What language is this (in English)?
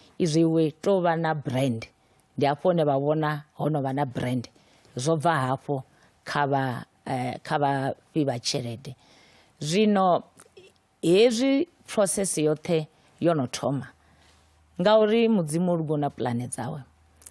Venda